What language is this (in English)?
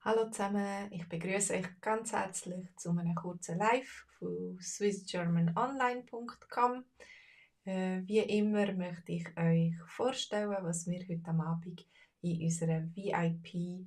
Swiss German